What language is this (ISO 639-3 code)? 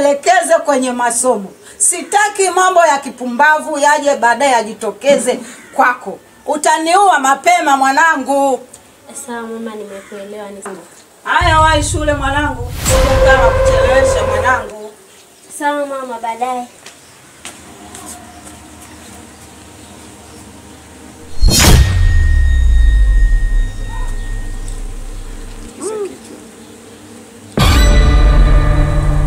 swa